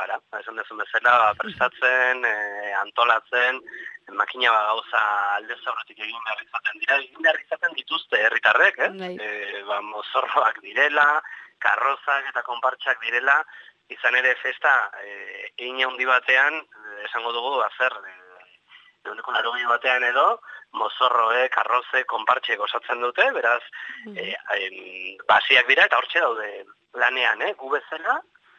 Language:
Basque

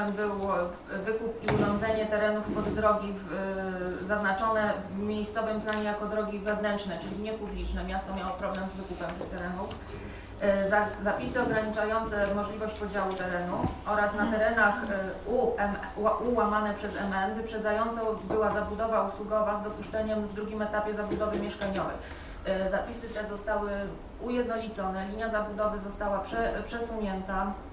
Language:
Polish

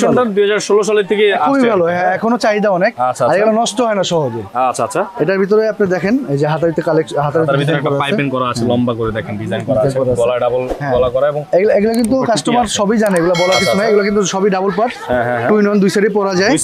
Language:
Bangla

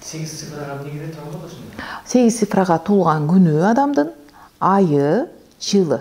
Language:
Kyrgyz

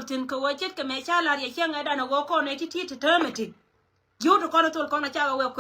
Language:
Nuer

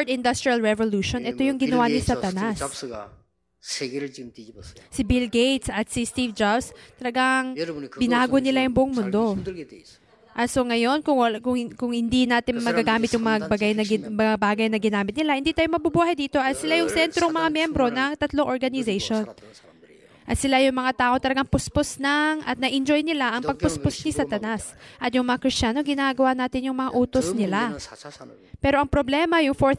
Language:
Filipino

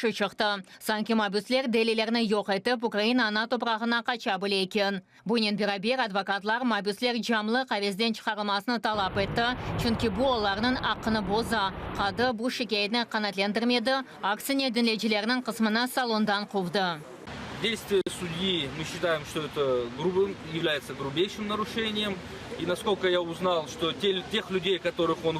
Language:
Crimean Tatar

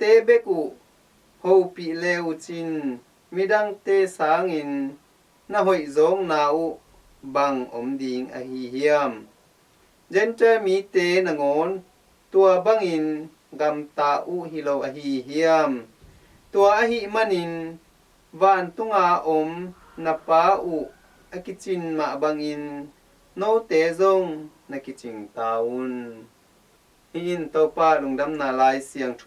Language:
Tedim Chin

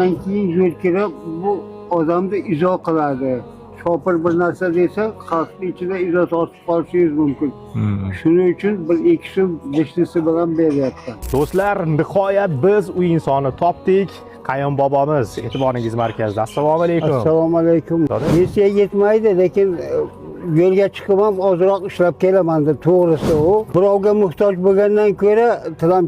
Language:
Uzbek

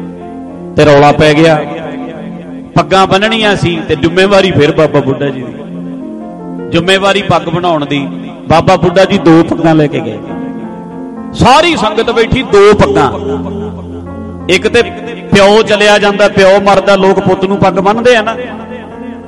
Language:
Punjabi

